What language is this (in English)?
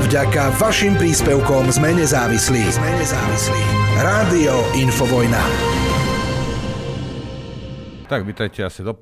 Slovak